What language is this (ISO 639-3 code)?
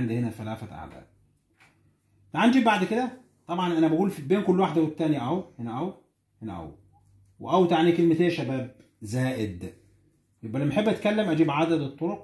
arz